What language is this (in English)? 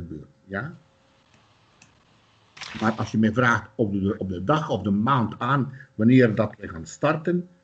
Dutch